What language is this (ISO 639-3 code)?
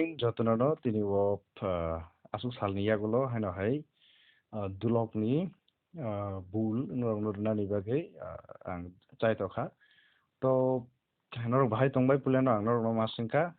trp